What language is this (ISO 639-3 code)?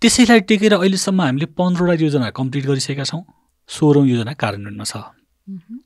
nep